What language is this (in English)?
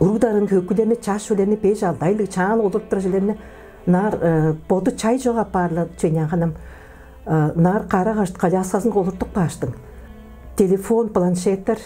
Tuvinian